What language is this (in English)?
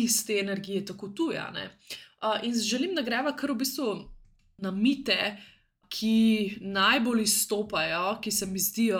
Slovenian